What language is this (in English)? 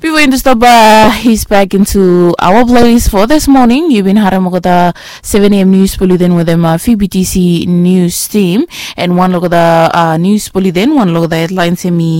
Bislama